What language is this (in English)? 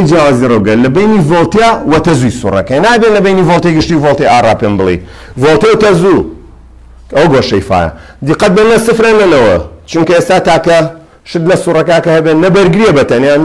Central Kurdish